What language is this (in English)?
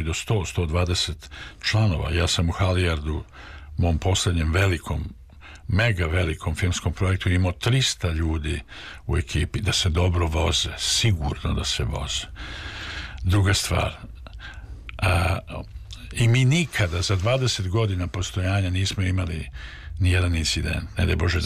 Serbian